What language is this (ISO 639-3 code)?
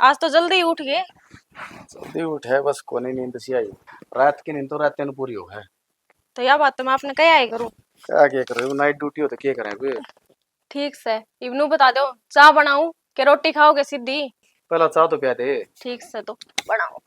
bgc